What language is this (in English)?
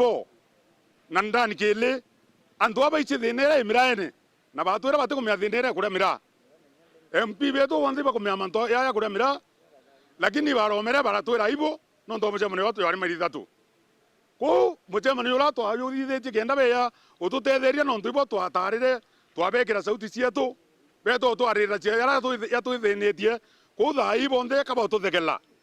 Meru